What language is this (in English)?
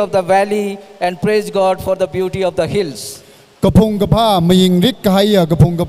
Tangkhul Naga (India)